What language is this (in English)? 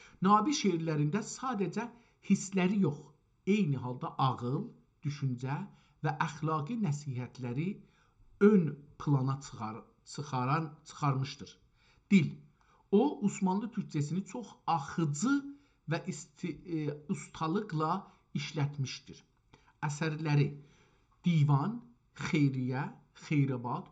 South Azerbaijani